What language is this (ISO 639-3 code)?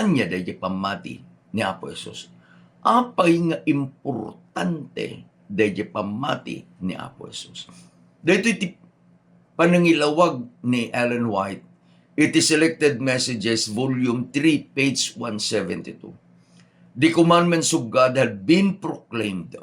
ilo